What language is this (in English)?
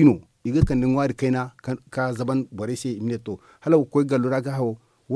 Zarma